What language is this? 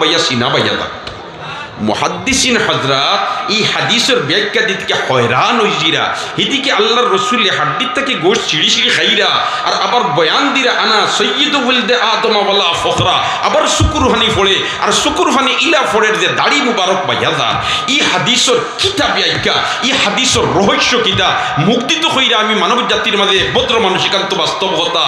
Sylheti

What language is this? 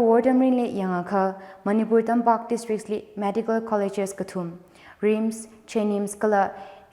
Tangkhul Naga (India)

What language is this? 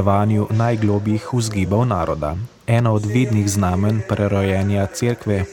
Slovenian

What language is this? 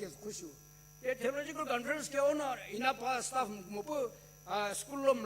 Sumi Naga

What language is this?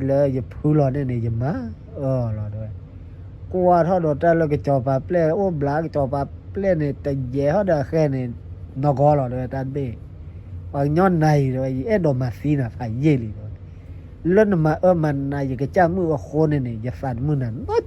S'gaw Karen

